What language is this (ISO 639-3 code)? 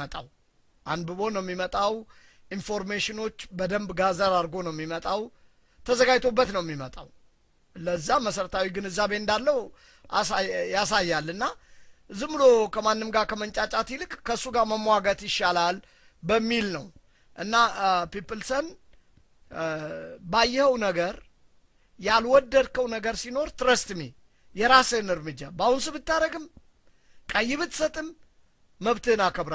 amh